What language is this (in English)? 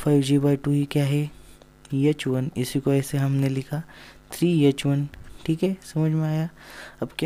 Hindi